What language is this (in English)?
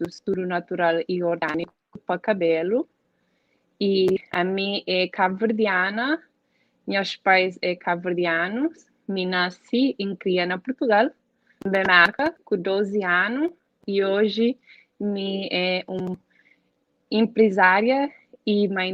Kabuverdianu